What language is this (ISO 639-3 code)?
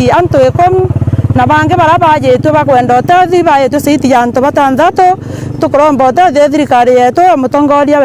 mer